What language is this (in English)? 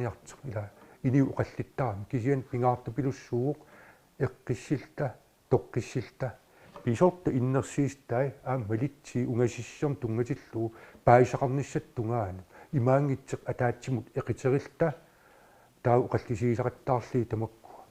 Kalaallisut